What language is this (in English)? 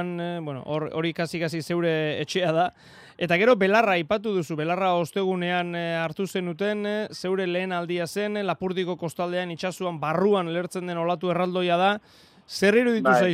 Basque